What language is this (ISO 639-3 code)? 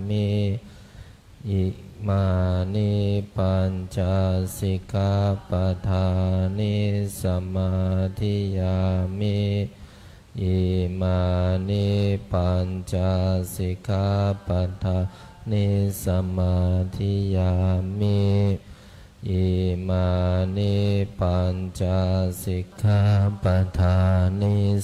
pli